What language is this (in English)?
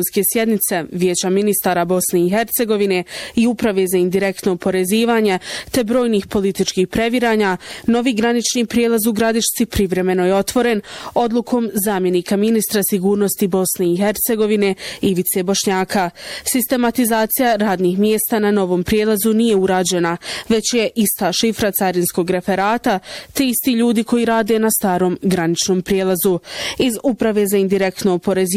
Bosnian